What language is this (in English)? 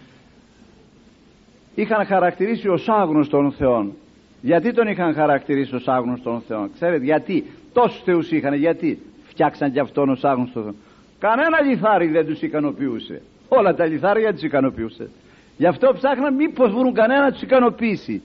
Greek